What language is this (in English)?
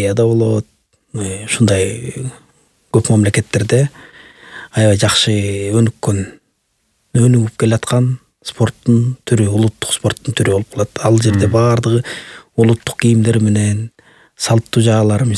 Kyrgyz